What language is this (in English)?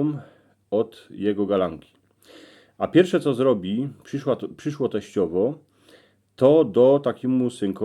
Silesian